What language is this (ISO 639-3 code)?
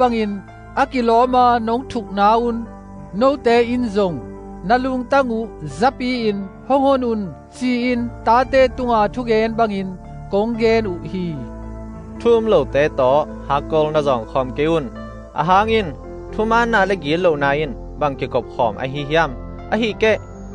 ctd